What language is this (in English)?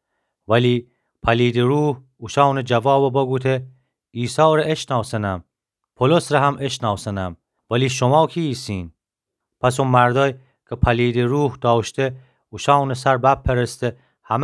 Gilaki